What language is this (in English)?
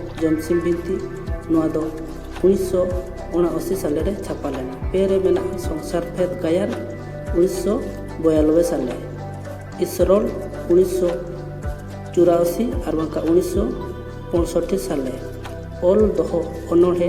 Santali